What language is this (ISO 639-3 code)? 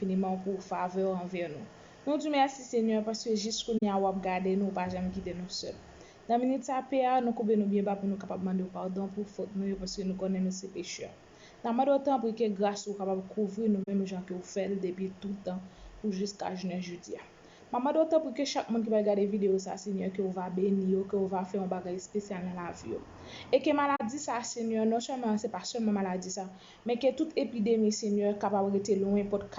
hat